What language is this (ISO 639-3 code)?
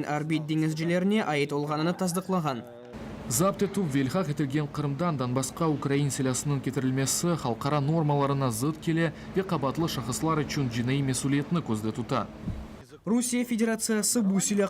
crh